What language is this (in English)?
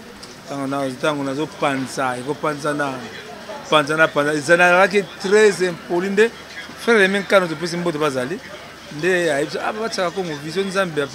Lingala